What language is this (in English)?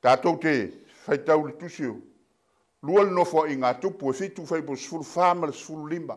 Samoan